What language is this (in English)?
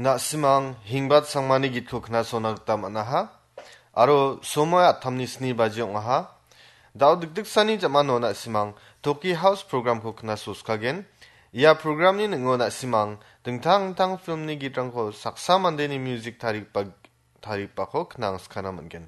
Garo